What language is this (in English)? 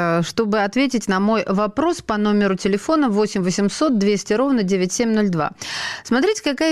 Russian